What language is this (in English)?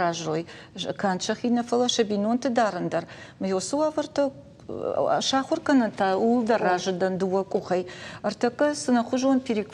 Ossetic